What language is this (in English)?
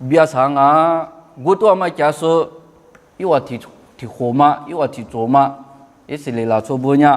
Lisu